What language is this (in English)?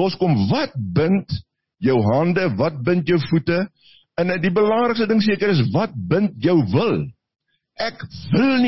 Afrikaans